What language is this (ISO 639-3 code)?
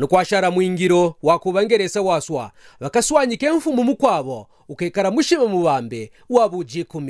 kqn